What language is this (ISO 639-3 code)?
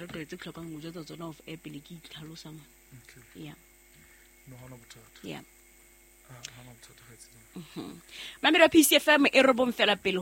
sot